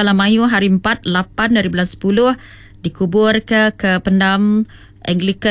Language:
Iban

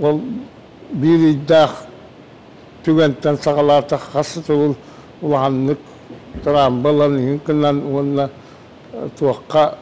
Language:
Yakut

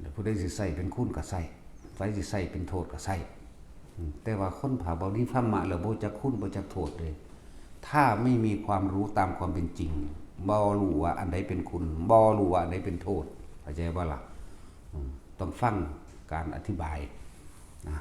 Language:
Northeastern Thai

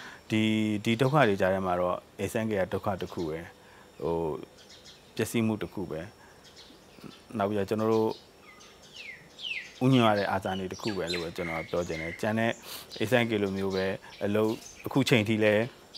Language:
Burmese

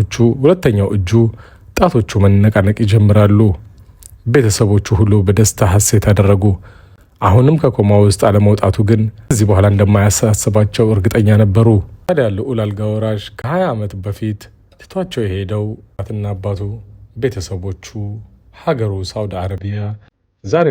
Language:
Amharic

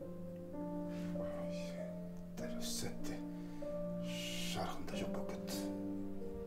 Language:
Kazakh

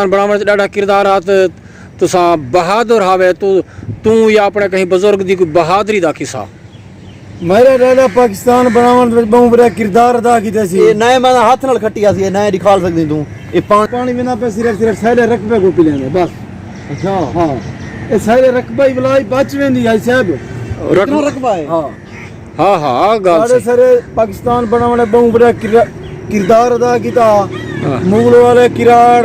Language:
Saraiki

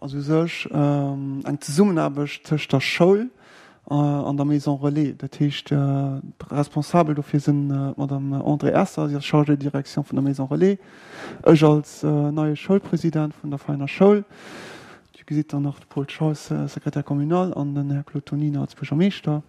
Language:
Luxembourgish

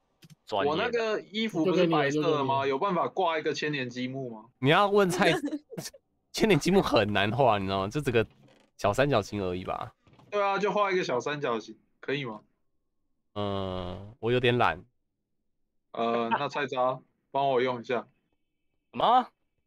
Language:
Chinese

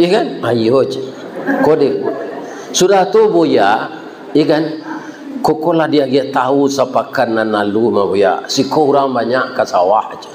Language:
Minangkabau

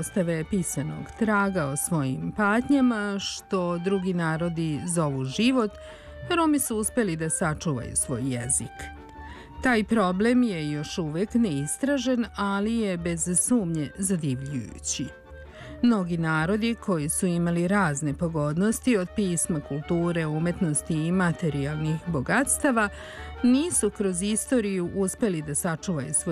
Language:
Serbian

